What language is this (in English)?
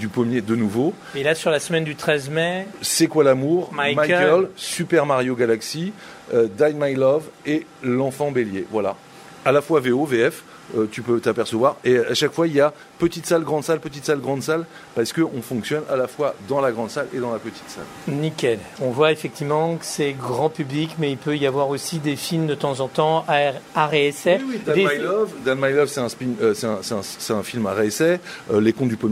French